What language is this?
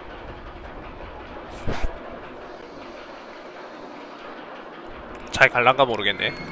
Korean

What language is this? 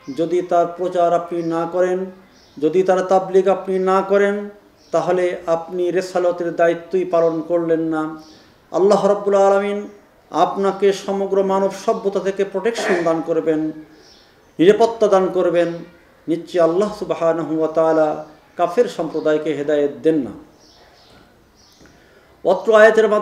Bangla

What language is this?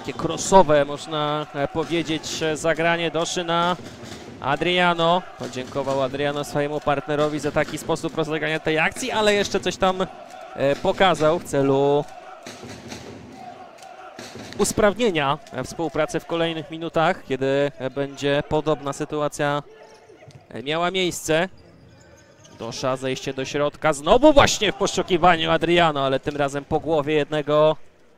Polish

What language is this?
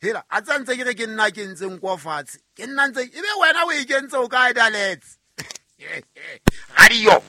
Southern Sotho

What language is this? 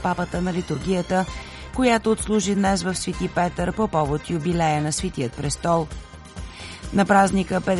Bulgarian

